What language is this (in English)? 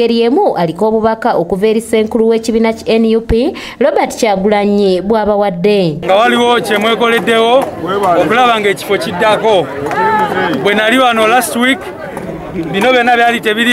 Ganda